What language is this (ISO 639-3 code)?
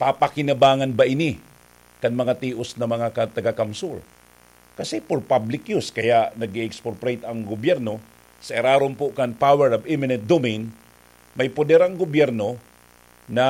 bik